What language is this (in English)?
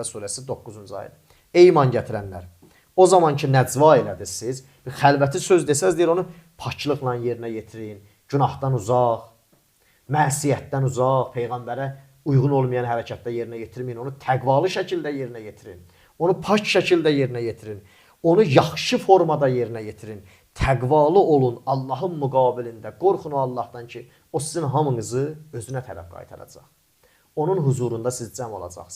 Azerbaijani